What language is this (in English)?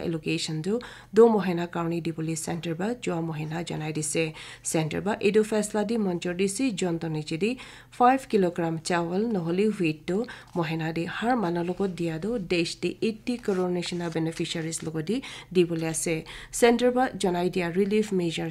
Naga Pidgin